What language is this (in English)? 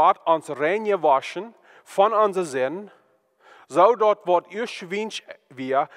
Plautdietsch